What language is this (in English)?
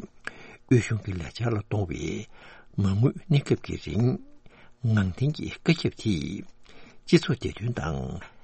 Tibetan